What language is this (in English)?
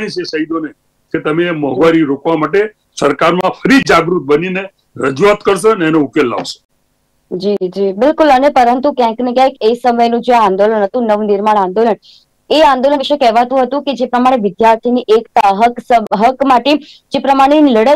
Gujarati